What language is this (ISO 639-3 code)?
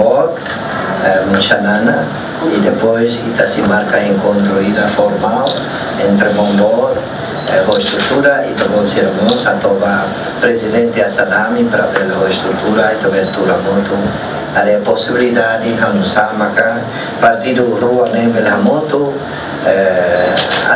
tet